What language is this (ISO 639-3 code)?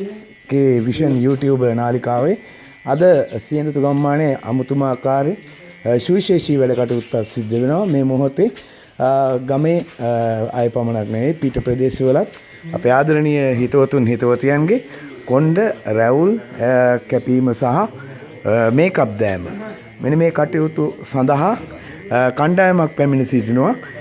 sin